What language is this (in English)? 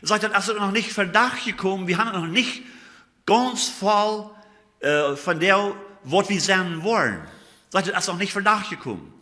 Plautdietsch